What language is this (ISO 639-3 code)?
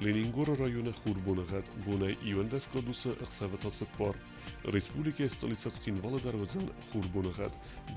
oss